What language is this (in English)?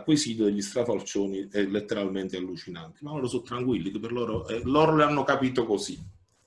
Italian